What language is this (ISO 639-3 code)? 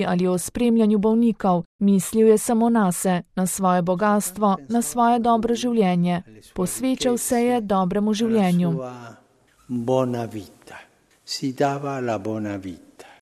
slv